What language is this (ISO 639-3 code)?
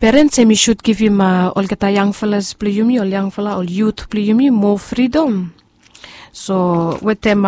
bis